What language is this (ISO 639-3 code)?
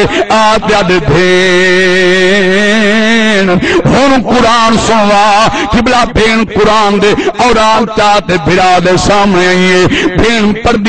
skr